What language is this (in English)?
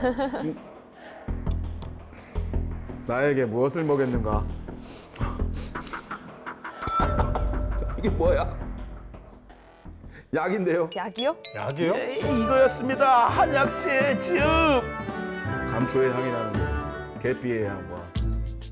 Korean